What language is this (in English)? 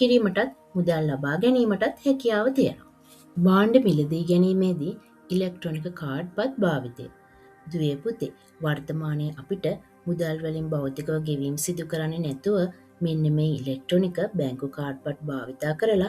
Sinhala